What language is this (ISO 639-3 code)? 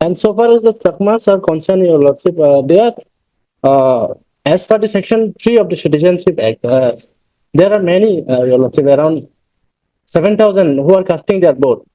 ccp